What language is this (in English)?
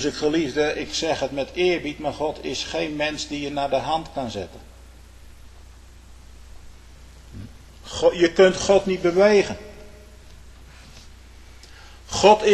Dutch